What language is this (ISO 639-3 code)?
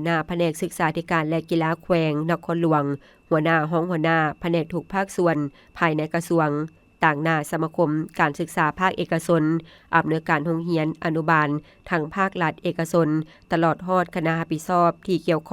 lao